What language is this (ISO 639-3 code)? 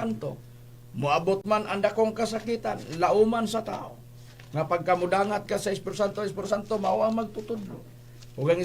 ceb